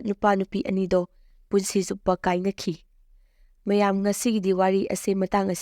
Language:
Manipuri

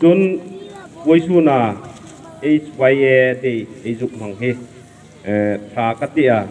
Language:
Hmar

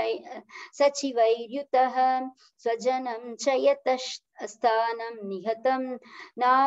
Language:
Sanskrit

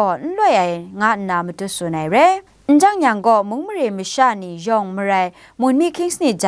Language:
Kachin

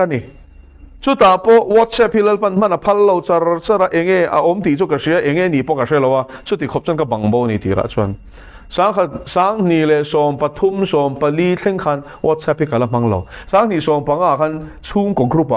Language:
Mizo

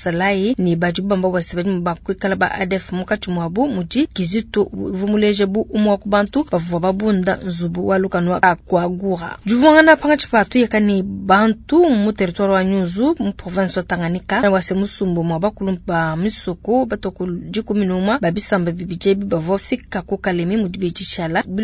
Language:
Luba-Lulua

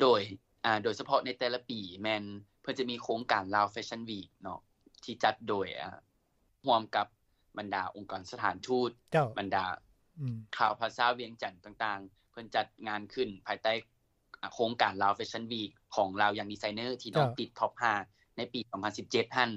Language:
Lao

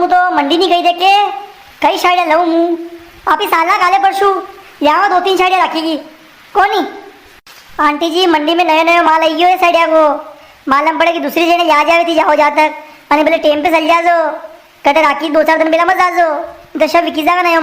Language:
Rajasthani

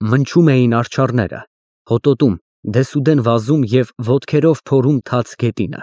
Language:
Armenian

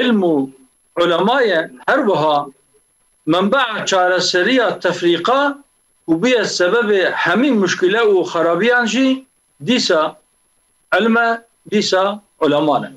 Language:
Kurdish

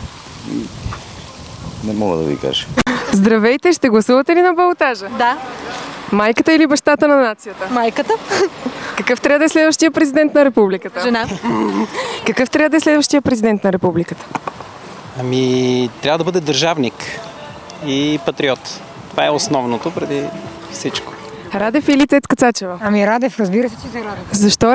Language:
Bulgarian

